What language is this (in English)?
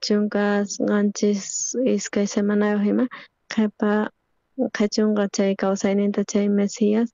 South Bolivian Quechua